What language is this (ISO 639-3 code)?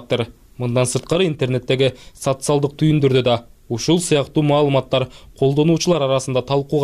kir